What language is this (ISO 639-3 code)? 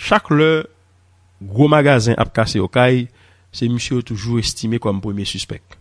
hat